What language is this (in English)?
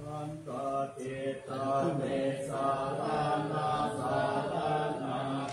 Pali